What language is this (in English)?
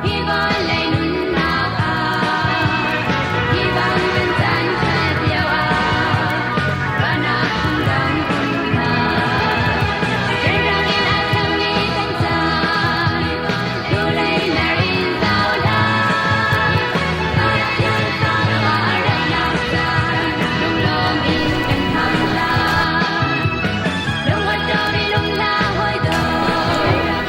Hakha Chin